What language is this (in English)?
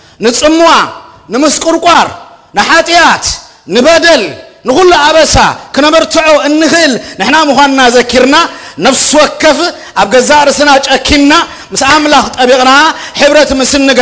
Tigrinya